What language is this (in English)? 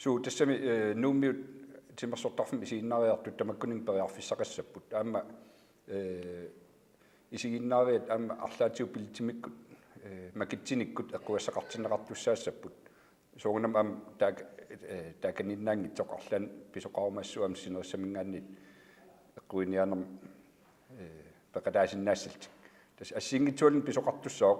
Kalaallisut